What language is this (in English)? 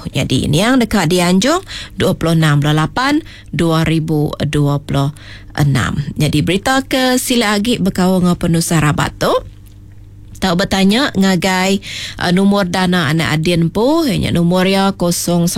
Iban